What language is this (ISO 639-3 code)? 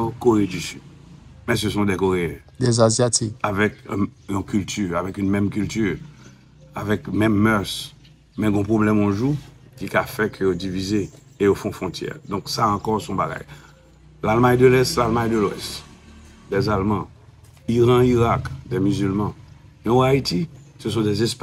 hat